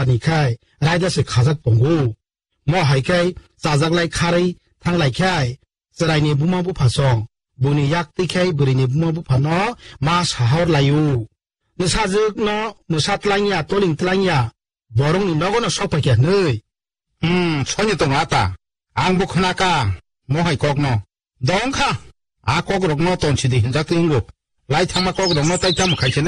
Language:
Kok Borok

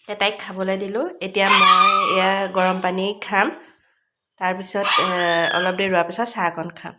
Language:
Assamese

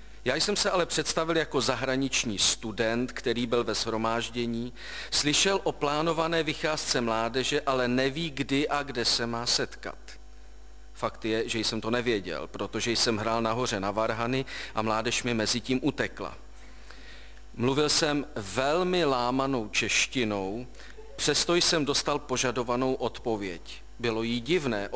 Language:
Czech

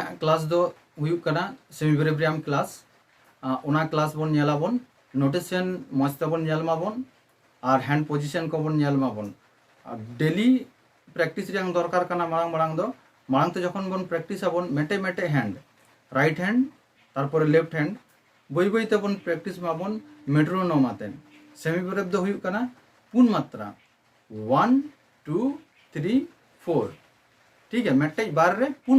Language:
Santali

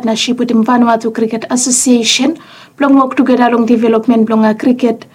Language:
Bislama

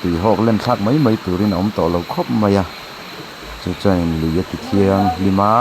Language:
Mizo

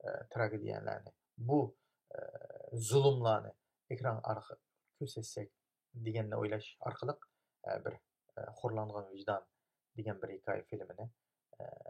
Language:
Uyghur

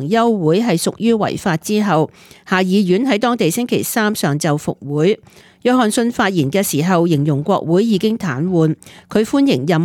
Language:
Cantonese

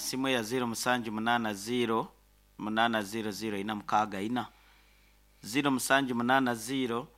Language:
Nyankole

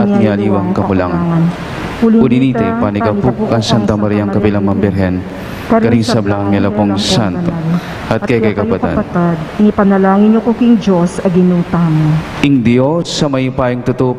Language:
Pampanga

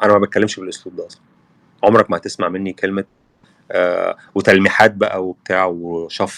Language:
Egyptian Arabic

